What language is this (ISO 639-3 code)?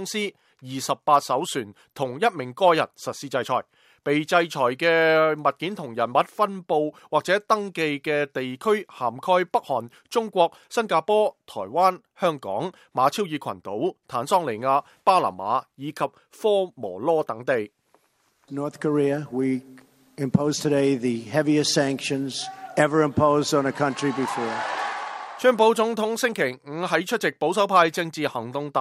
yue